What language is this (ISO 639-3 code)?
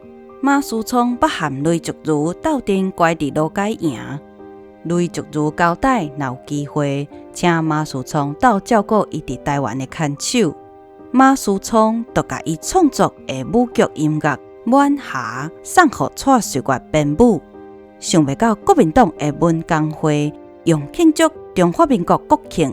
nan